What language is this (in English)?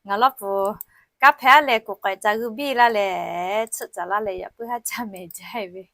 Lahu